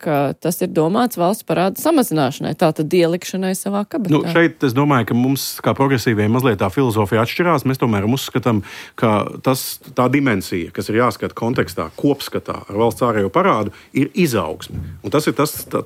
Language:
Latvian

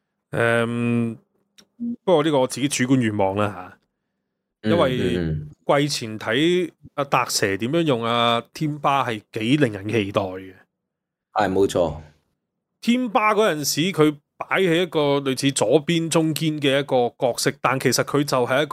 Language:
Cantonese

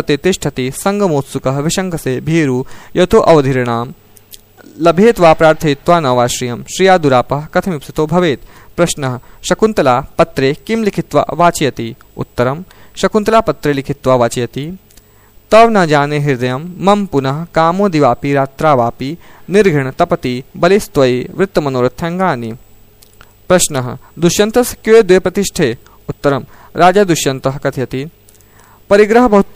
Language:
Sanskrit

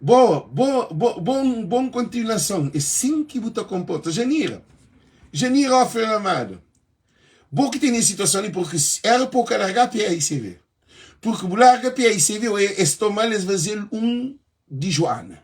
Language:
Kabuverdianu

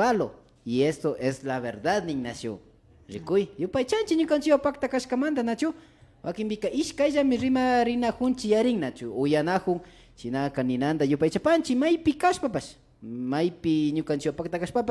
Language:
Imbabura Highland Quichua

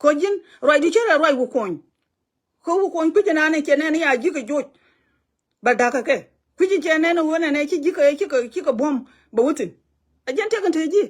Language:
Nuer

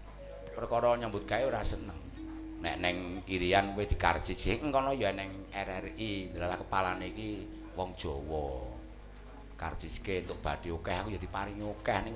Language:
Javanese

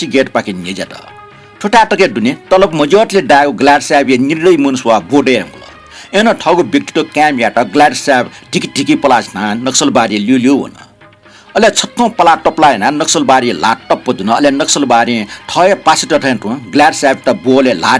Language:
Newari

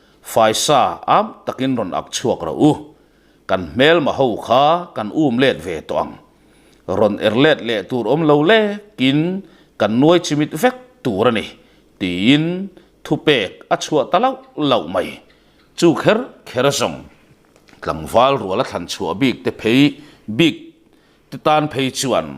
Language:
Mizo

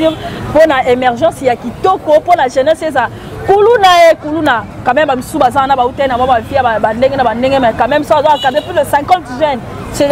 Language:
Lingala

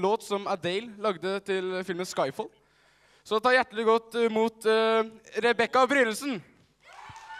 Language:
Norwegian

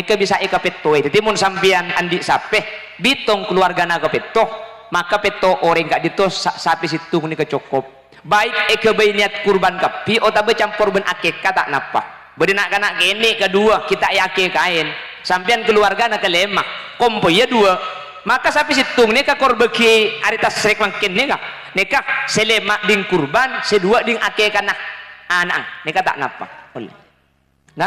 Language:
Madurese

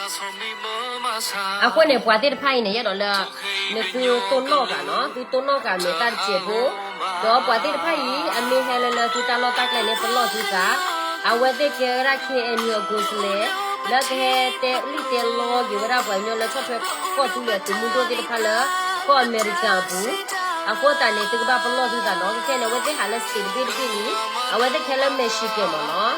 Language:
S'gaw Karen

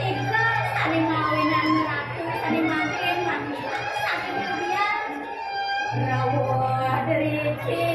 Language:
Balinese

